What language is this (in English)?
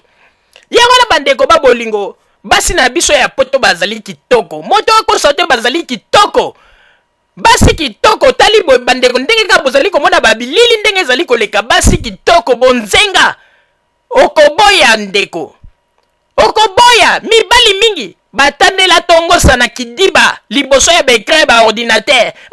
Lingala